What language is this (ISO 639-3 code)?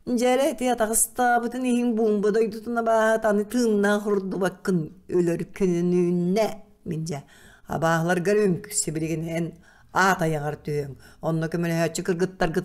sah